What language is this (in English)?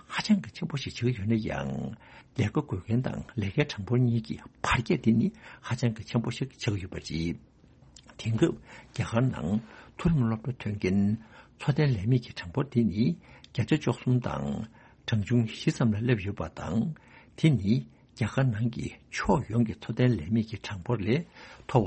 Tibetan